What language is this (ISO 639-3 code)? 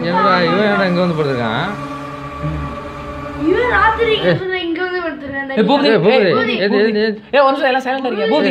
tam